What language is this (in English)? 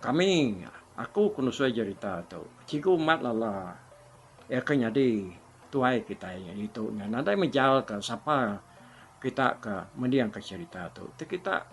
Iban